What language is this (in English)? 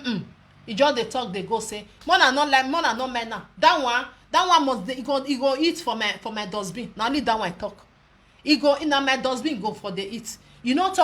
Nigerian Pidgin